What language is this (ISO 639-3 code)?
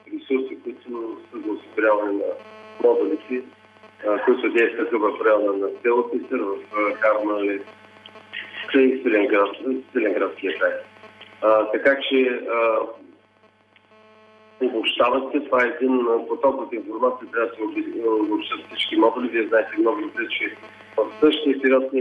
bul